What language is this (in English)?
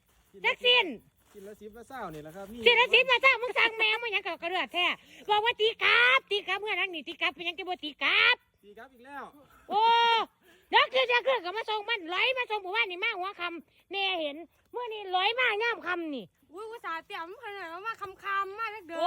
Northeastern Thai